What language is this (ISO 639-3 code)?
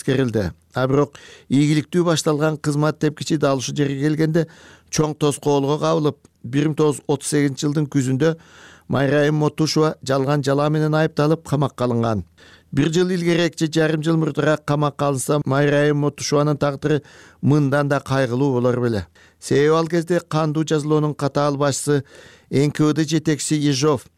kir